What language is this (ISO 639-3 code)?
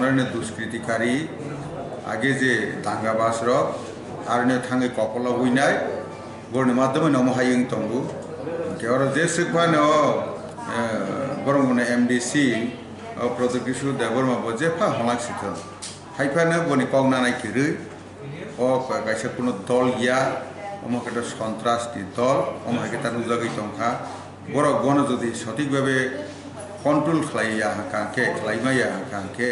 trp